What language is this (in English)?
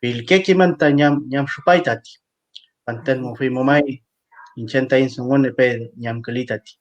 Mapuche